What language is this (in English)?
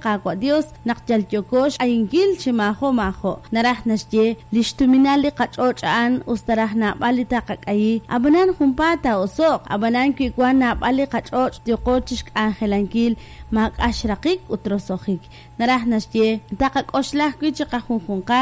Kekchí